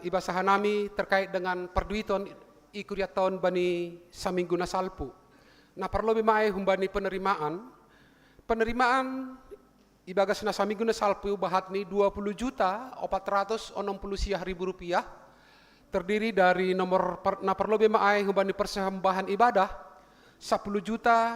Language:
Batak Simalungun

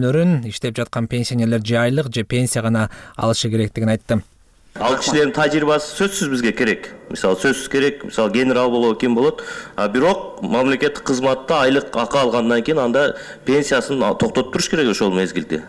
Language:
Kyrgyz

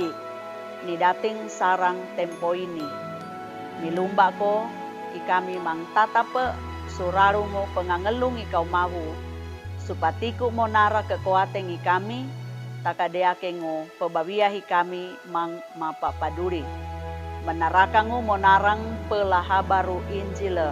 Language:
Sangir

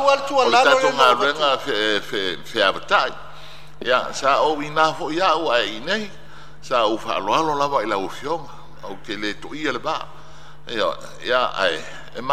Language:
Samoan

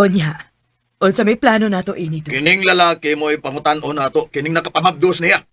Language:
Cebuano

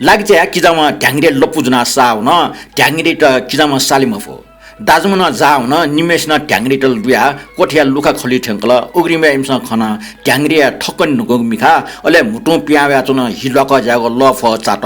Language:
Newari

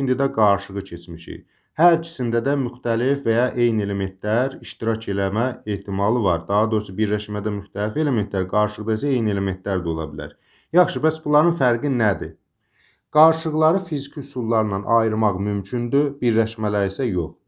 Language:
Azerbaijani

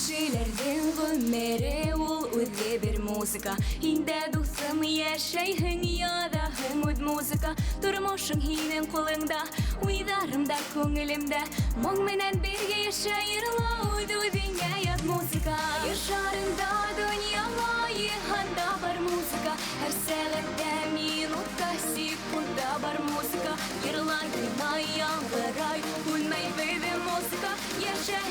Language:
Bashkir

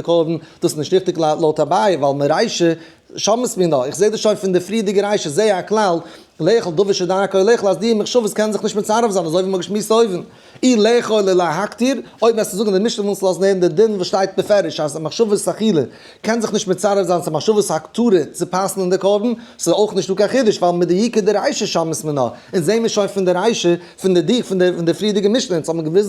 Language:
Yiddish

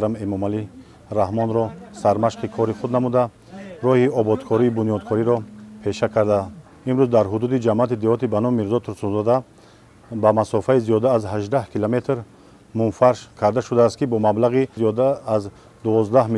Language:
Tajik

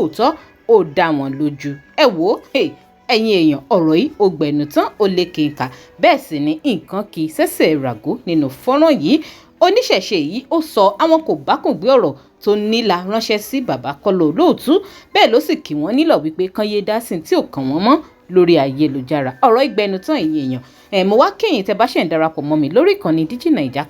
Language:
Yoruba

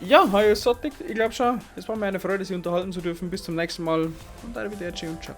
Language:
Bavarian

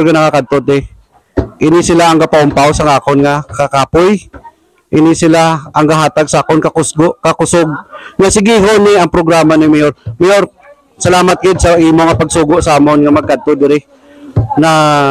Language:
Hiligaynon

